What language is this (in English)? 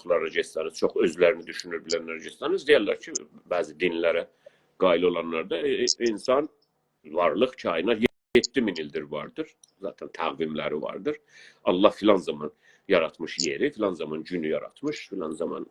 South Azerbaijani